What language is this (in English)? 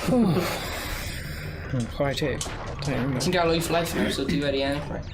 Welsh